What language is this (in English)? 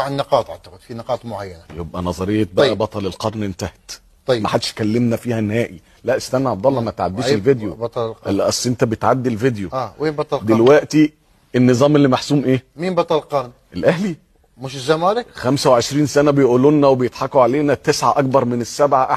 Egyptian Arabic